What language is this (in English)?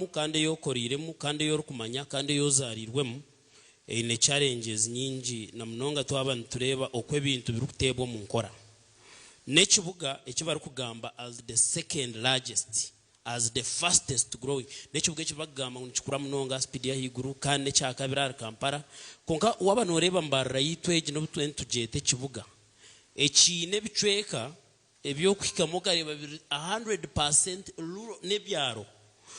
Nyankole